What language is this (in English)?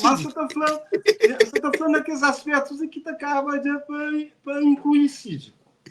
Kabuverdianu